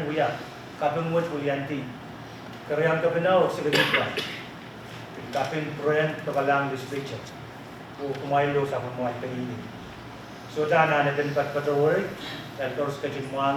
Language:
Pohnpeian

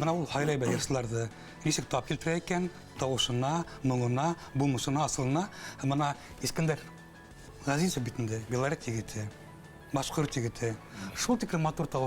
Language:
Bashkir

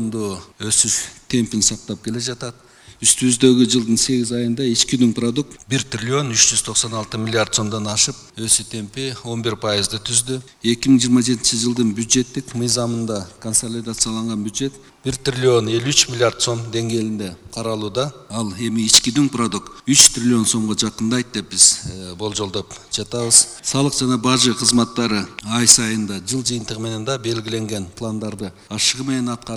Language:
Kyrgyz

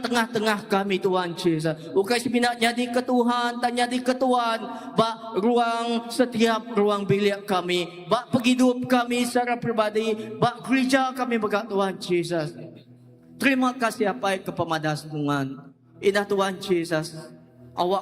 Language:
Iban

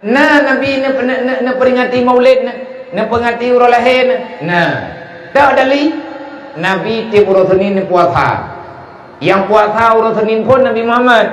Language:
Achinese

